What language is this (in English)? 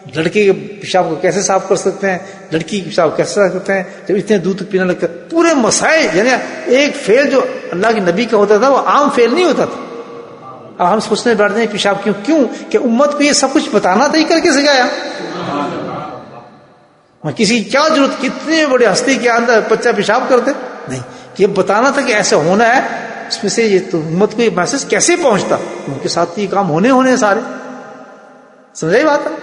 Urdu